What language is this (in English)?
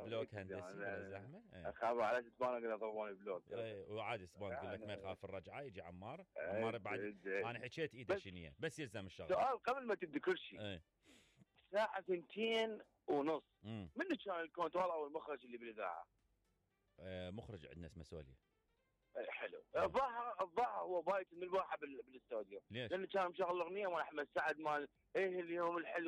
Mesopotamian Arabic